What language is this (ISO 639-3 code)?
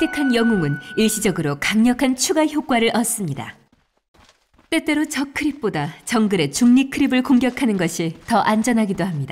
kor